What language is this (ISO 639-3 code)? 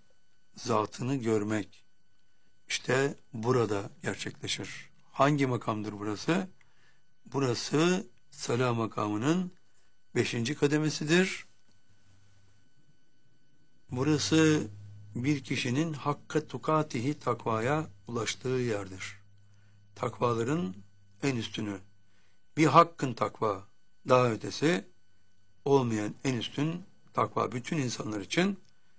tur